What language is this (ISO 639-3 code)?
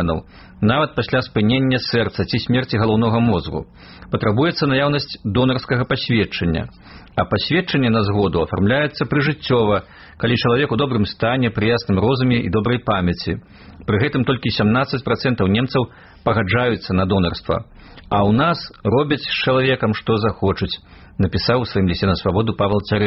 bel